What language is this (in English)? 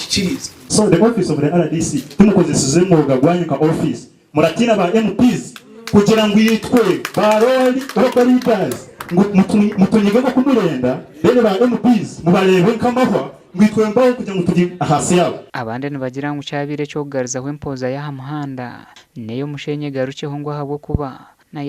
Nyankole